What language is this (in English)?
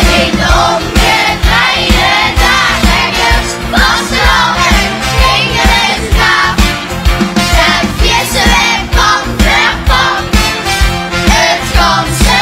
Limburgish